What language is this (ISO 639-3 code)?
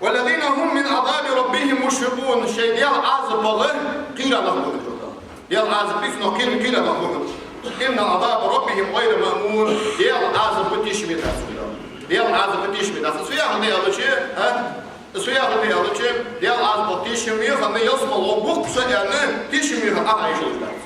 inh